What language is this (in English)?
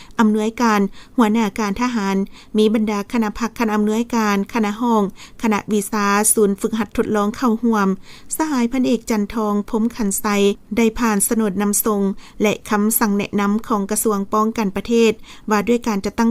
Lao